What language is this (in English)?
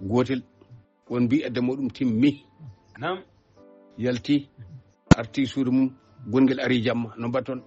Fula